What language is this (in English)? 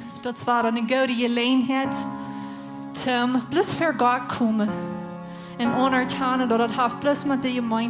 Plautdietsch